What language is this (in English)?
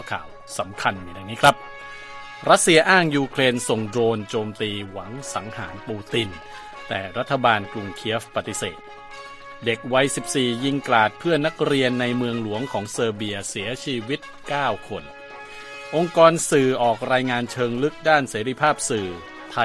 Thai